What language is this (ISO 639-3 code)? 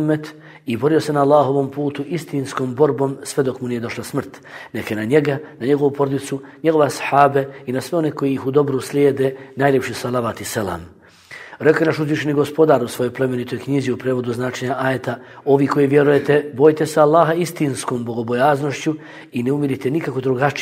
bos